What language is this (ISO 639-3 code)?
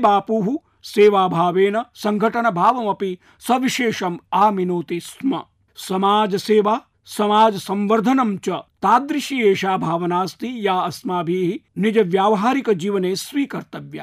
san